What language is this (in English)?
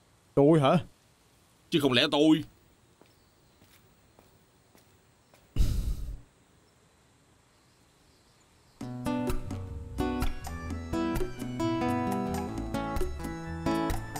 Vietnamese